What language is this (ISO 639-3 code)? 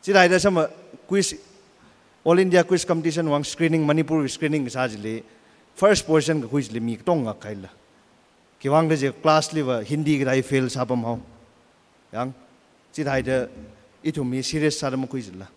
nmf